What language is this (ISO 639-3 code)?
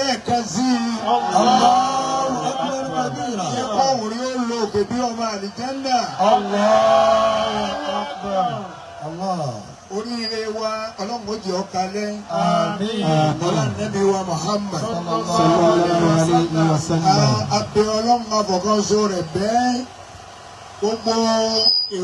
yor